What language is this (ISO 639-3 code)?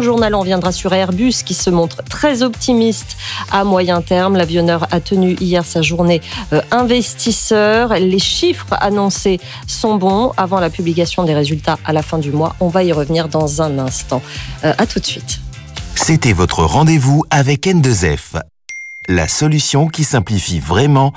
fra